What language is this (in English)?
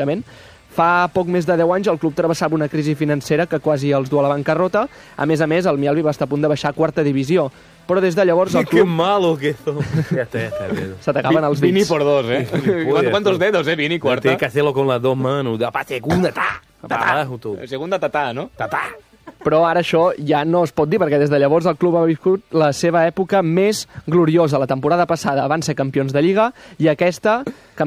Catalan